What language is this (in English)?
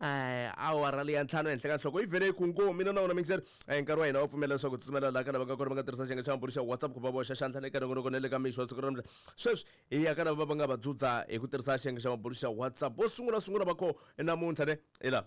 Tsonga